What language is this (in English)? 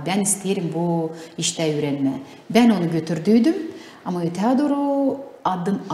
Gagauz